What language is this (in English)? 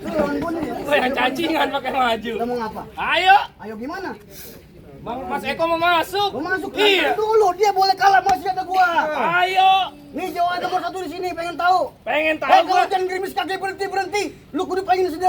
Betawi